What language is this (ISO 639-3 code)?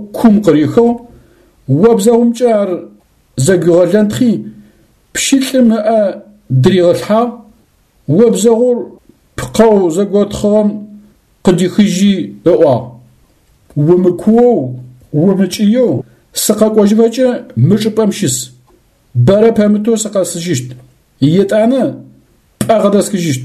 ady